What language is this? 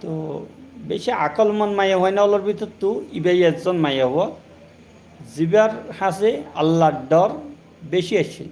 Rohingya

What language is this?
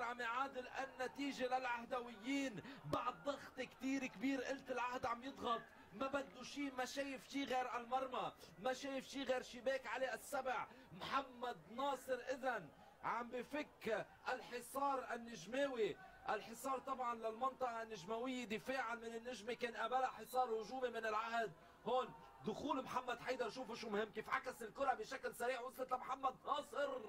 North Levantine Arabic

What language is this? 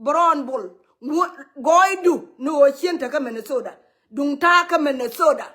Nuer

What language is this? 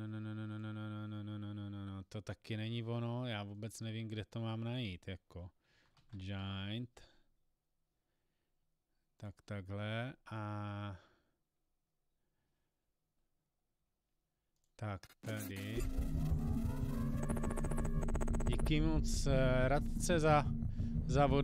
Czech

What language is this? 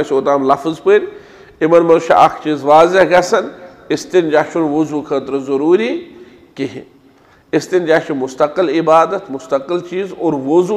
Kashmiri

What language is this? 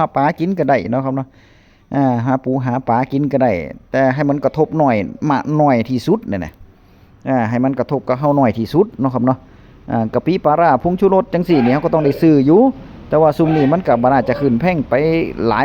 Northeastern Thai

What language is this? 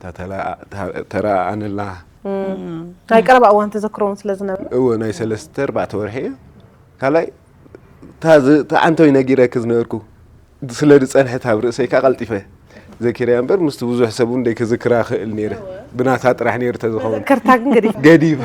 Tigrinya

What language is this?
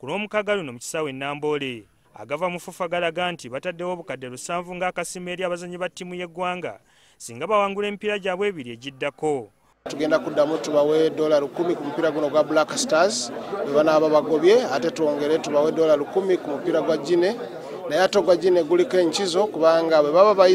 Ganda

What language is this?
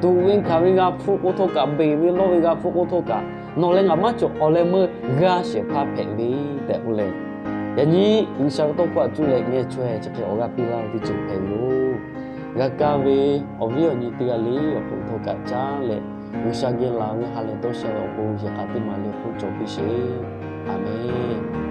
Lahu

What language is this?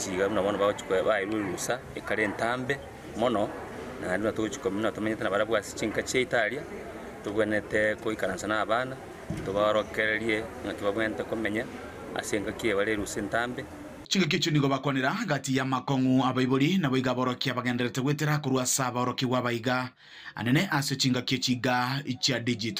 Gusii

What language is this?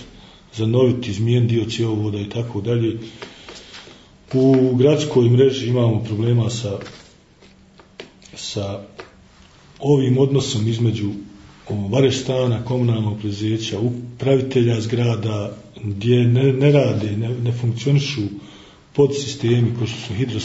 Bosnian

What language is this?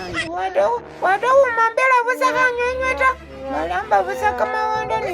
Masaaba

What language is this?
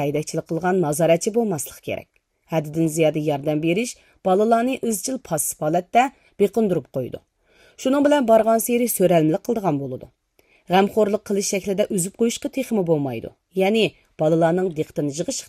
Uyghur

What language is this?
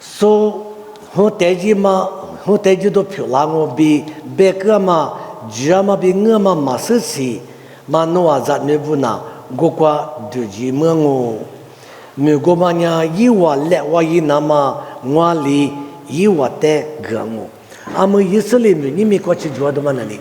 Lisu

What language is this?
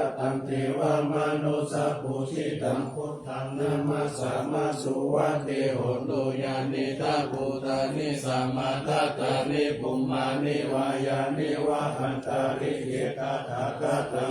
Pali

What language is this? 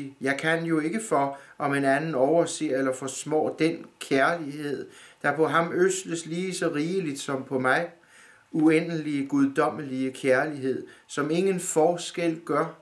Danish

